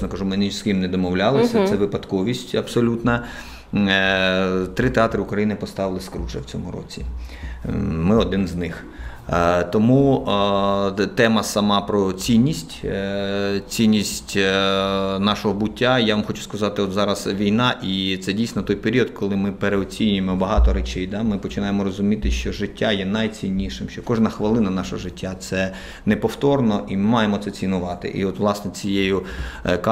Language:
Ukrainian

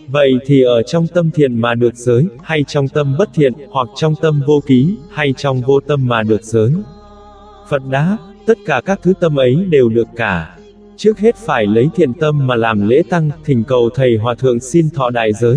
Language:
Vietnamese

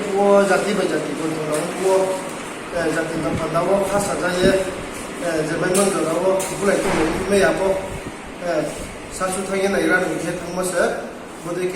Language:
Riang (India)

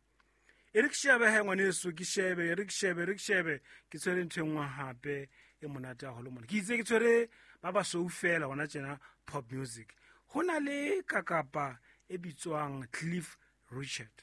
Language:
Southern Sotho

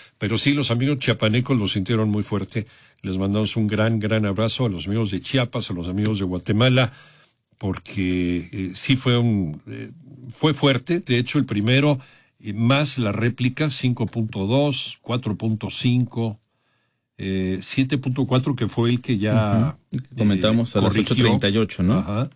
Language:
Spanish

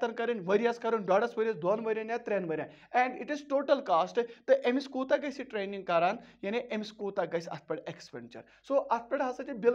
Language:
Kashmiri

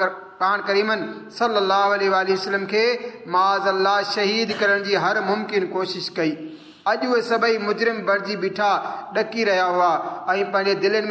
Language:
Sindhi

